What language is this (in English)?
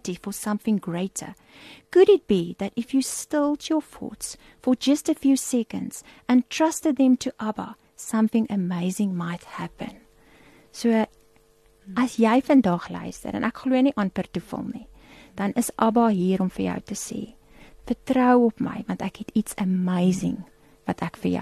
Afrikaans